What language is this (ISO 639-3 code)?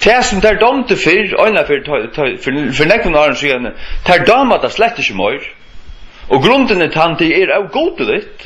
fao